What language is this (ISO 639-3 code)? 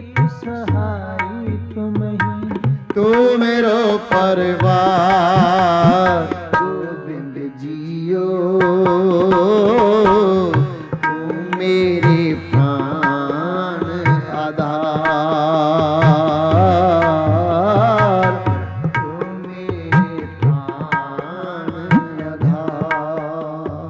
pan